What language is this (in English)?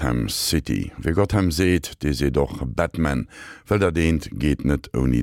Luxembourgish